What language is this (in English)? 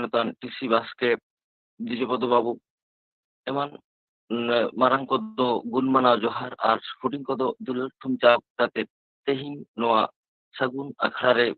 Santali